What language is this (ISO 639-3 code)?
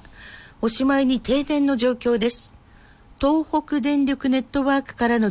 jpn